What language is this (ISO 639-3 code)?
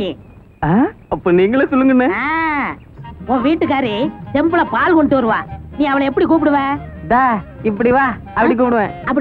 tam